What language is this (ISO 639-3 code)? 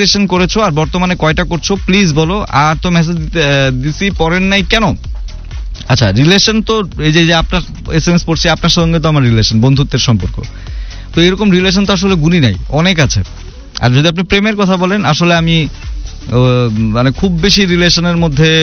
ben